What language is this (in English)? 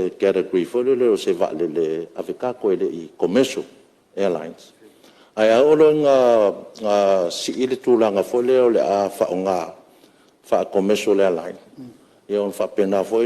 Samoan